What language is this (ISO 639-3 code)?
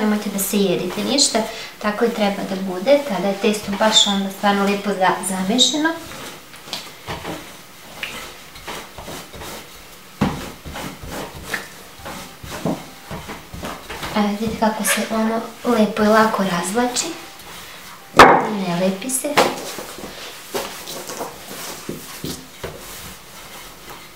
srp